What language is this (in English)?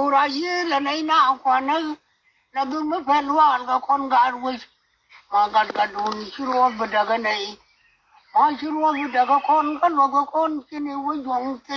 Nuer